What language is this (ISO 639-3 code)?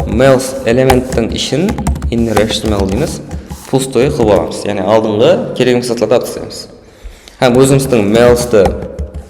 kaa